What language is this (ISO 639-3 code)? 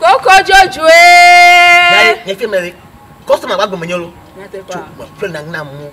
ewe